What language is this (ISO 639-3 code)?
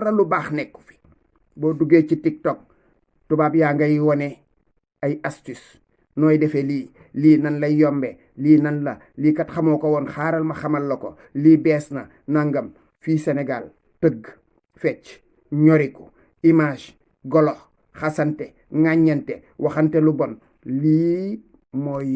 wol